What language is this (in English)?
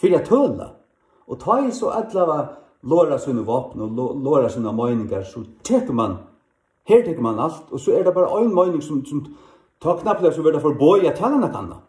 Faroese